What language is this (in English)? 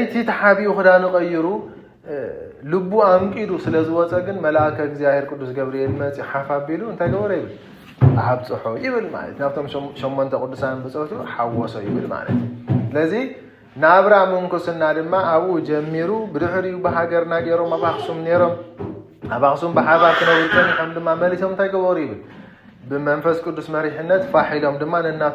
Tigrinya